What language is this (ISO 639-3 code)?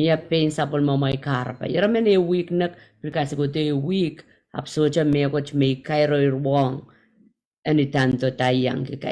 pon